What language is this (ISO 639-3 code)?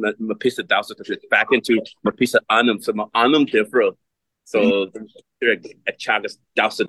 gle